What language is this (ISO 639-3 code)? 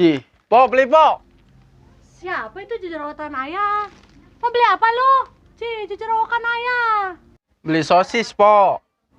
bew